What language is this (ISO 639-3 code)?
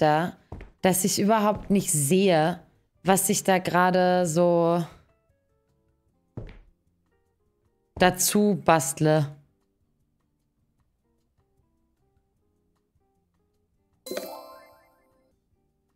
deu